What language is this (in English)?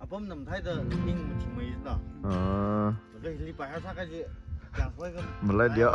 Tangkhul Naga (India)